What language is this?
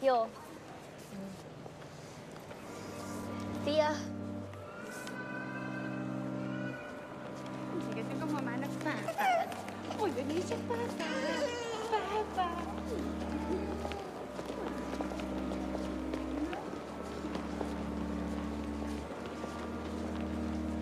Hungarian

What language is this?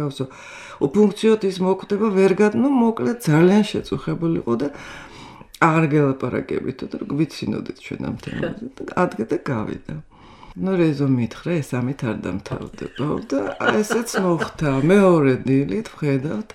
Georgian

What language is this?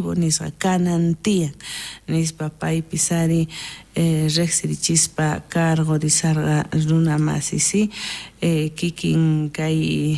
South Bolivian Quechua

